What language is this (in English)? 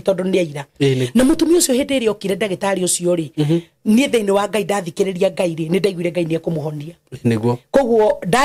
Kikuyu